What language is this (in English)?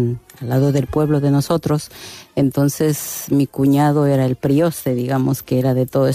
Spanish